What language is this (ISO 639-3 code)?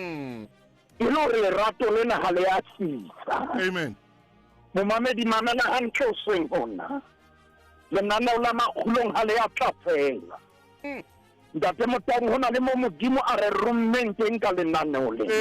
sot